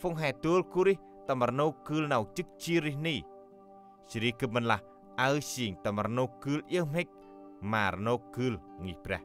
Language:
Central Mnong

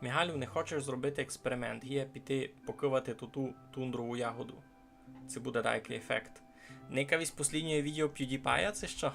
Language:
Rusyn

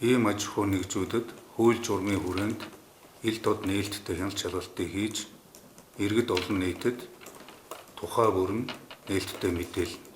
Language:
Mongolian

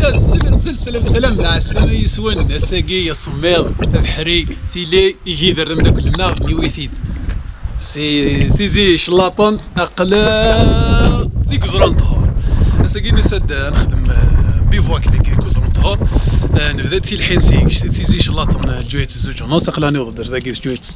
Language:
Kabyle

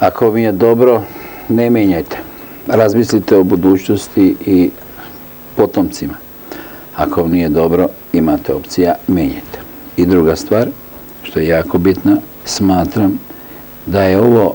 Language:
Serbian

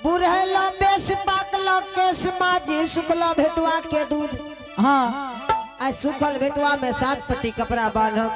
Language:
Angika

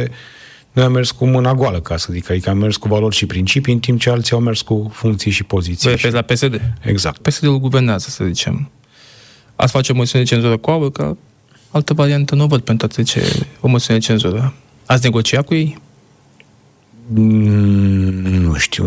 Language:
Romanian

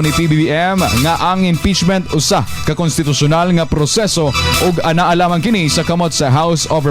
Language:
Cebuano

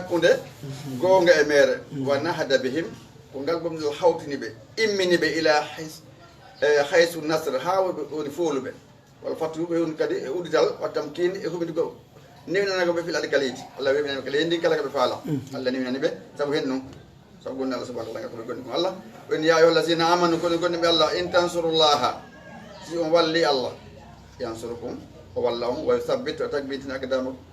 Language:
Fula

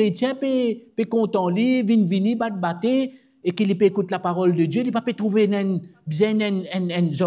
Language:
Morisyen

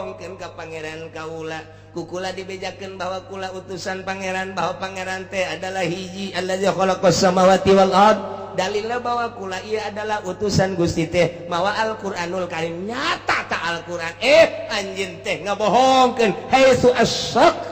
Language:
Sundanese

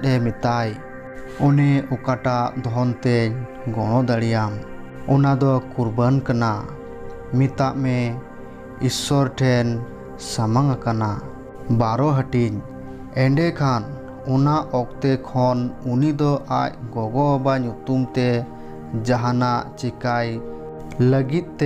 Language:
Santali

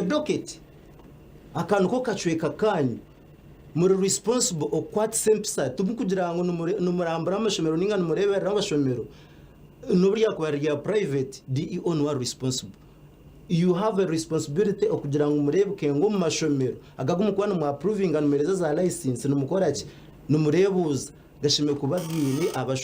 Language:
Nyankole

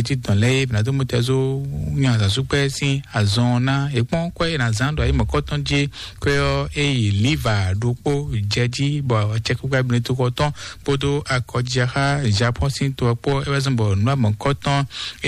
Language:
Fon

